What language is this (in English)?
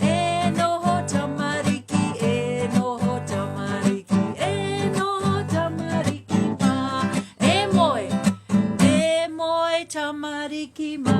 Māori